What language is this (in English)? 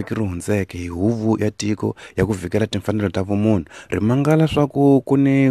Tsonga